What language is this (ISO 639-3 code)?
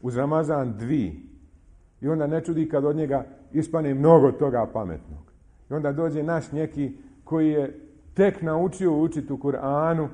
bos